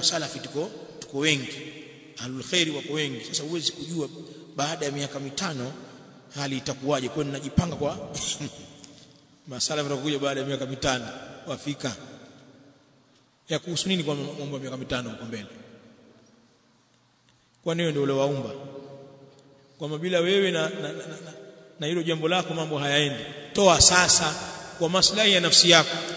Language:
Swahili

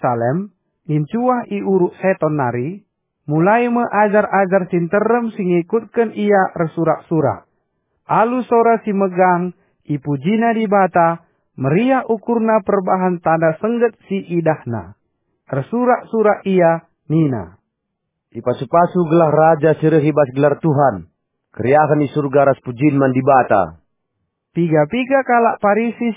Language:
Batak Karo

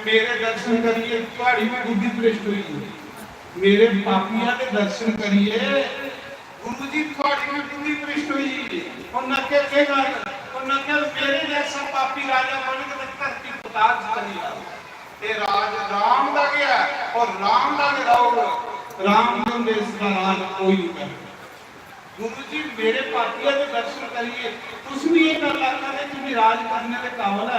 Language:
Dogri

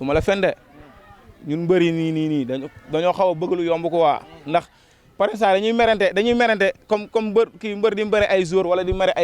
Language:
Wolof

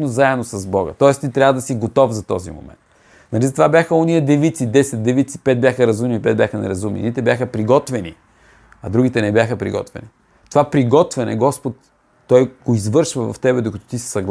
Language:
Bulgarian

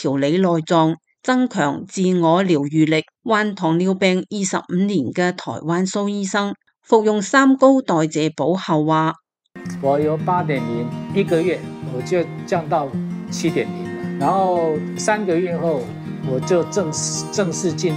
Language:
Cantonese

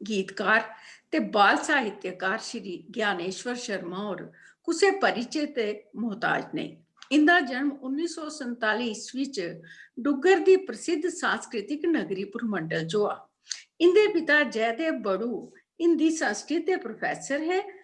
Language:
Dogri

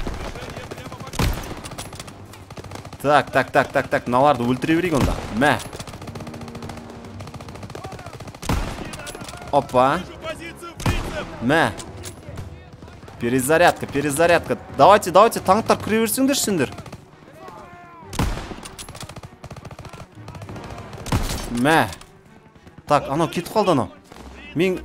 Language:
Kazakh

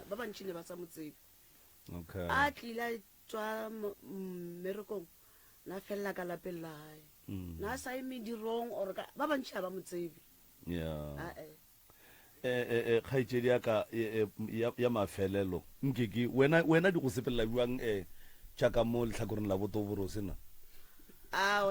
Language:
Northern Sotho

